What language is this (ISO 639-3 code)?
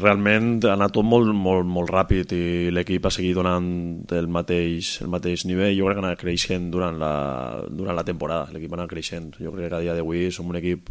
cat